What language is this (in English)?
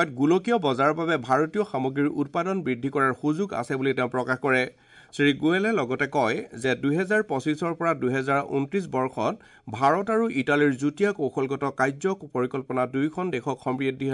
Assamese